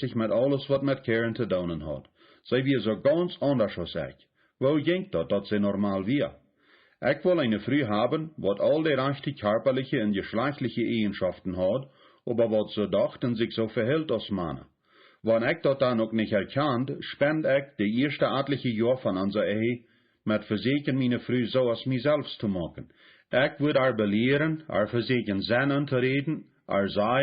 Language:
Plautdietsch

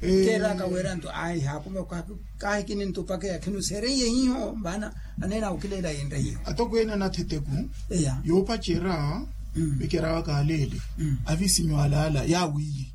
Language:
Makhuwa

